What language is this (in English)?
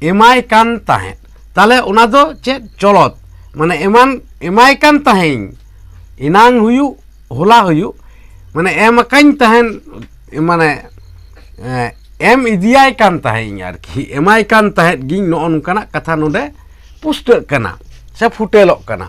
Santali